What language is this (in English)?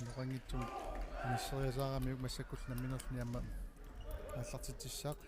Kalaallisut